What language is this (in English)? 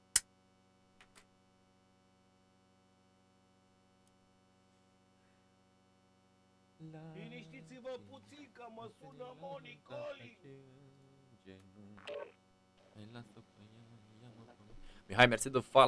Romanian